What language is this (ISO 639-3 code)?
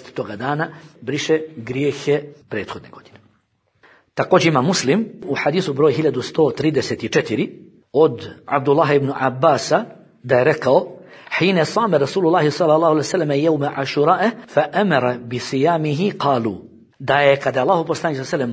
bos